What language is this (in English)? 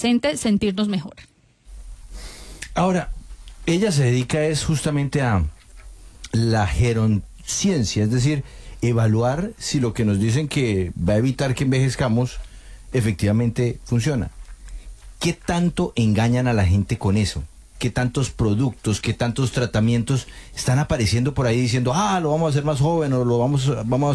Spanish